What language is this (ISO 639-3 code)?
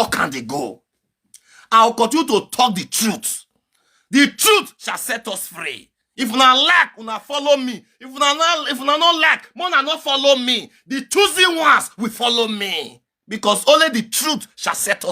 pcm